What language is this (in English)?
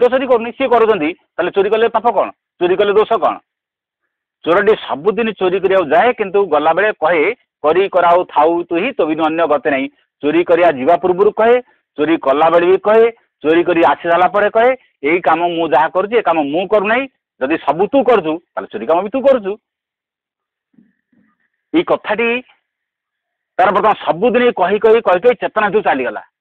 Odia